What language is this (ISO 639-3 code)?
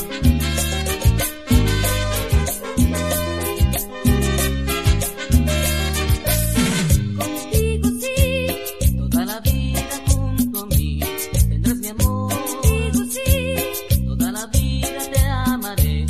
spa